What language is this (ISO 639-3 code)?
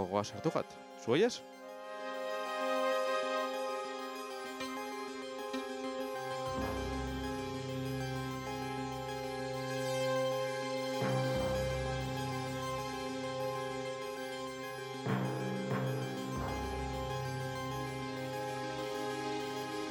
eus